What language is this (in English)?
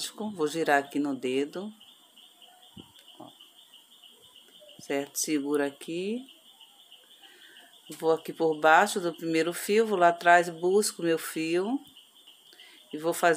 Portuguese